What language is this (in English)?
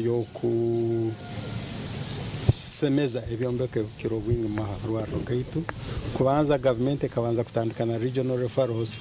Nyankole